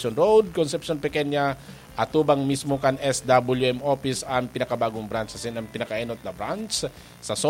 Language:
Bikol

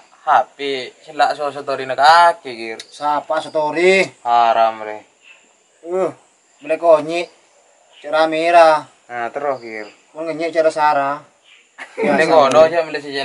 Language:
Madurese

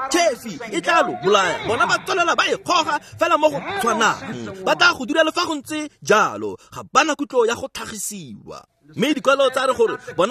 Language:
Tswana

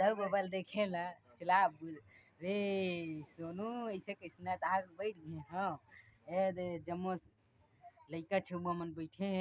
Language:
Chhattisgarhi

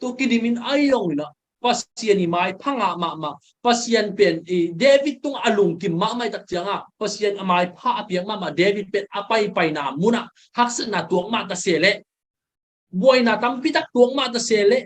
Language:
Tedim Chin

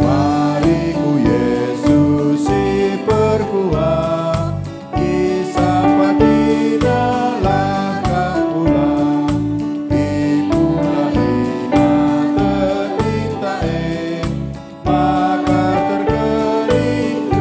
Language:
Batak Karo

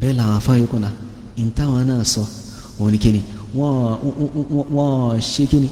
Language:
Yoruba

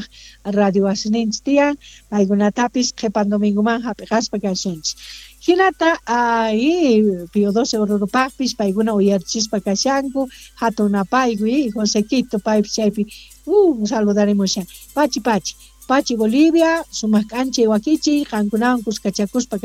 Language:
South Bolivian Quechua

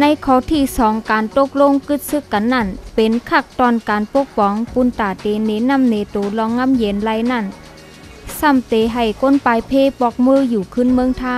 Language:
Shan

